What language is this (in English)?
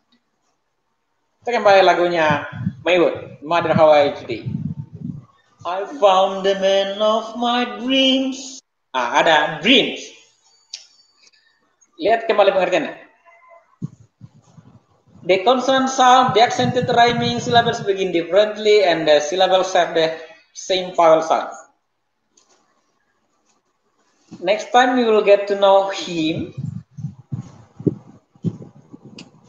Indonesian